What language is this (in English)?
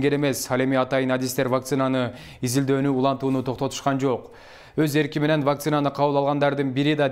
Kyrgyz